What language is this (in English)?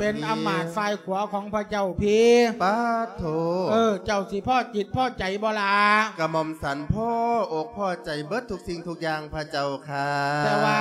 Lao